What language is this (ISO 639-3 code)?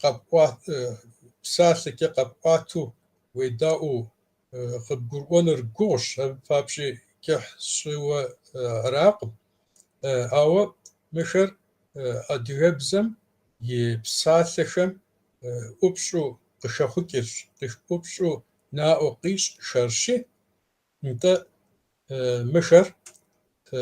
kbd